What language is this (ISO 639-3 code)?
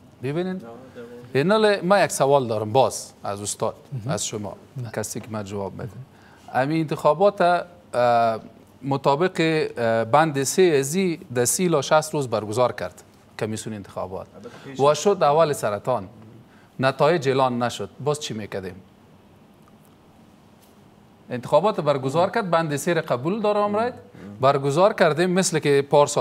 fas